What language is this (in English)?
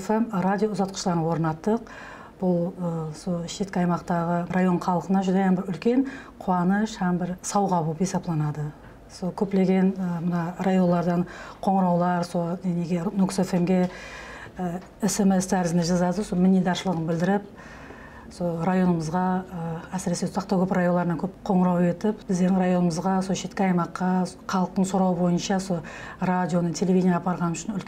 Kara-Kalpak